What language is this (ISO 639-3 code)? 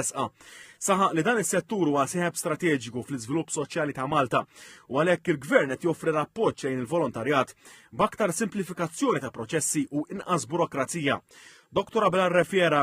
mlt